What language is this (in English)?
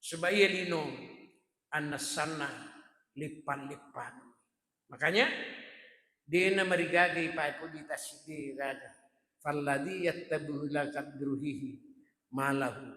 Buginese